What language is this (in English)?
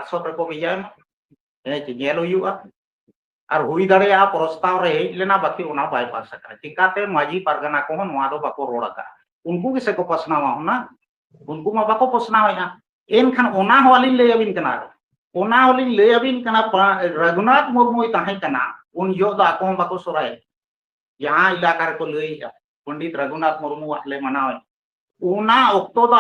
Santali